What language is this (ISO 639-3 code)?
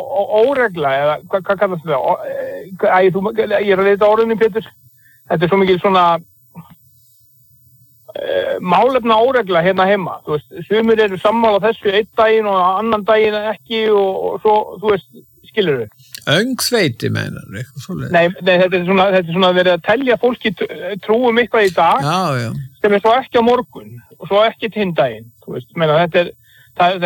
isl